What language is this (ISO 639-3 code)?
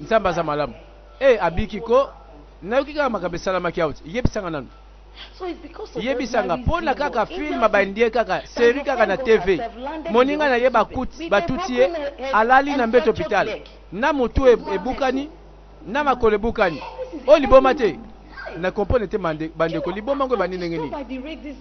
lin